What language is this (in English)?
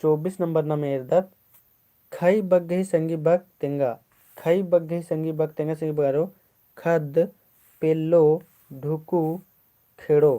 Kurukh